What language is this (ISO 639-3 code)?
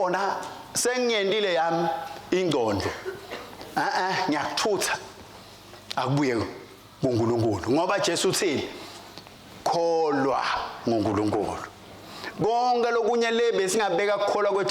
ssw